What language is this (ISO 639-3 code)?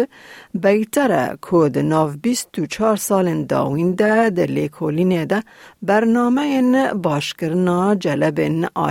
kur